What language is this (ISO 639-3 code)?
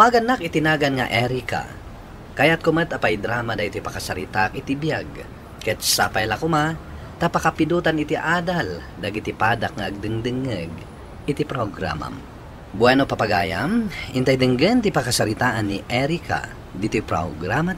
ilo